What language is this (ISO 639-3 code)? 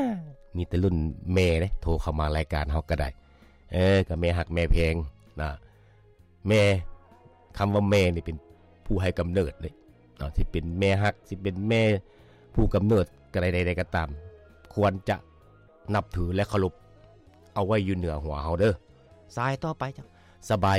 lao